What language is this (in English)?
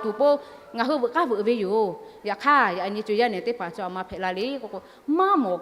Lahu